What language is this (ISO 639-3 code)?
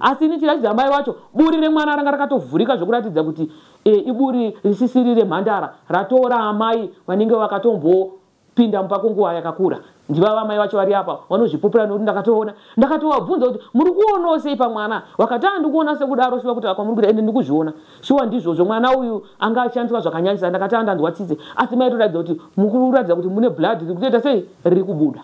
sna